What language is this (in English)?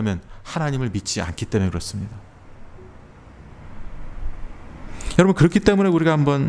Korean